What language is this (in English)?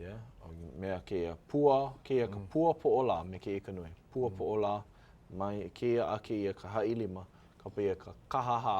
Hawaiian